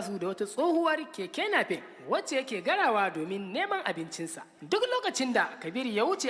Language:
Hausa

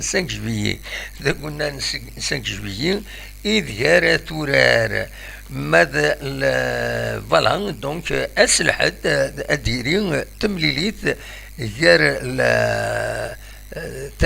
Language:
Kabyle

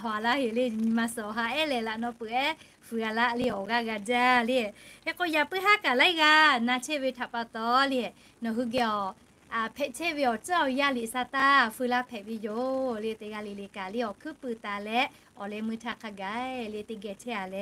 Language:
Lahu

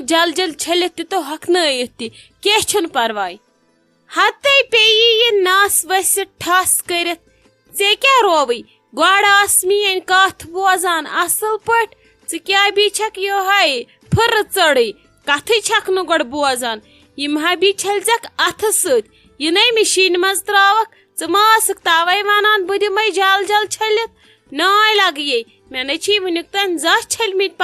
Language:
Kashmiri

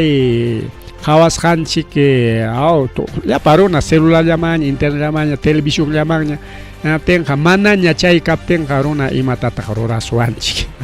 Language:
Ayacucho Quechua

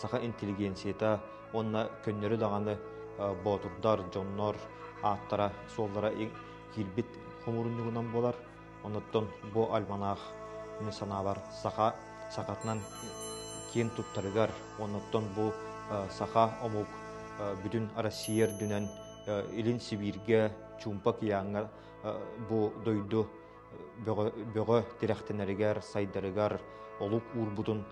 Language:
Yakut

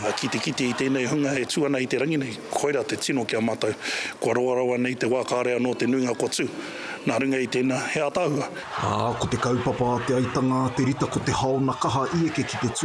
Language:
Māori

